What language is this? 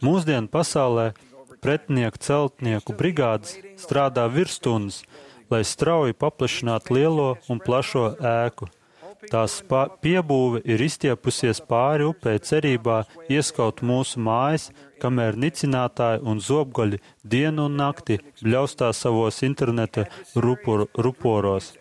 Latvian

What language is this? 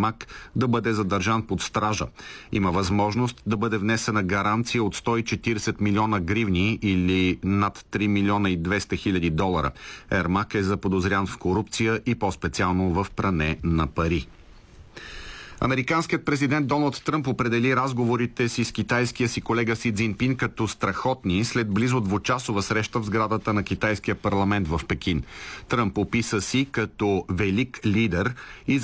Bulgarian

